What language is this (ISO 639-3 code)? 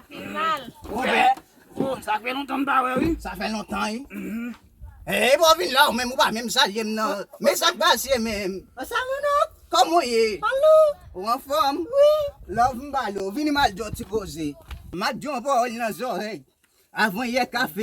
hat